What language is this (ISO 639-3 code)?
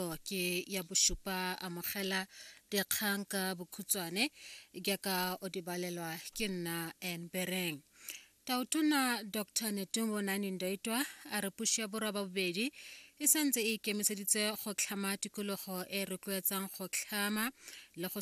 tsn